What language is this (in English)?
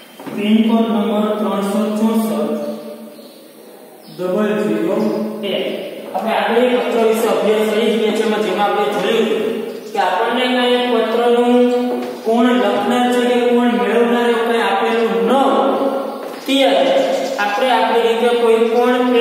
Gujarati